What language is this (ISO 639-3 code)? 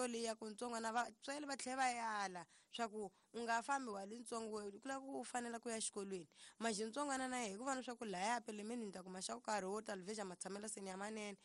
tso